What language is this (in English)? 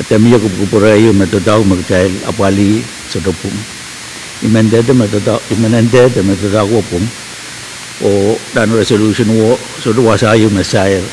Pohnpeian